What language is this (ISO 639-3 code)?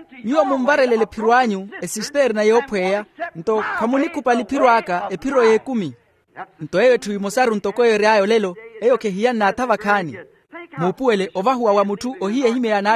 vmw